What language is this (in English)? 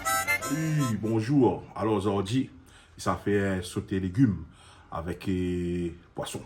Réunion Creole French